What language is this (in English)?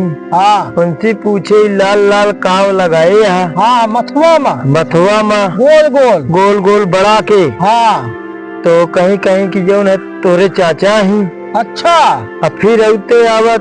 Awadhi